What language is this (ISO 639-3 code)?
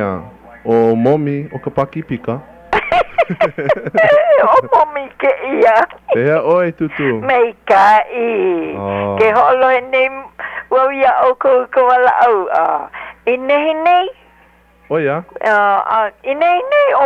haw